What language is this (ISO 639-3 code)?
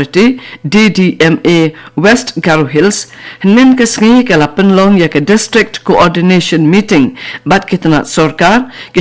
kha